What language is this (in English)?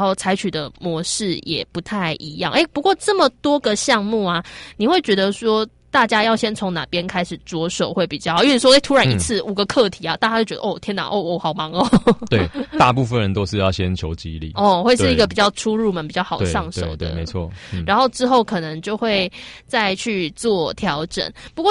Chinese